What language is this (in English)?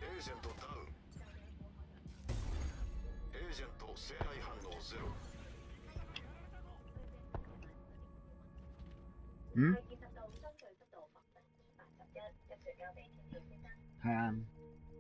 Japanese